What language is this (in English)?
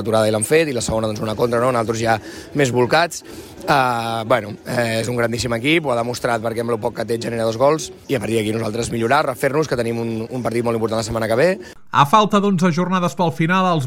Catalan